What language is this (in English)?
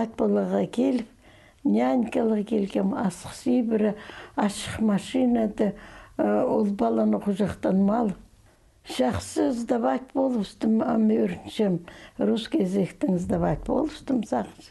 Khakas